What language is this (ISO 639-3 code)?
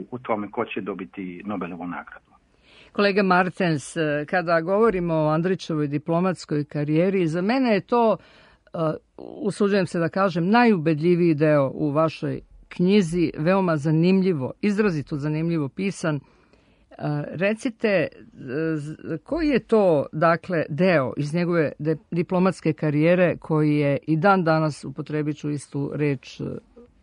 srp